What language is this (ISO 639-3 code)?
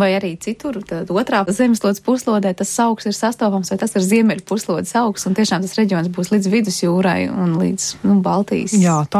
lav